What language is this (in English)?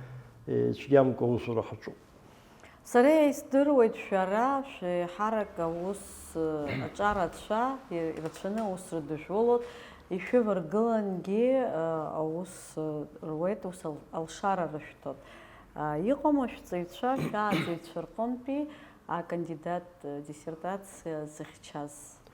Abkhazian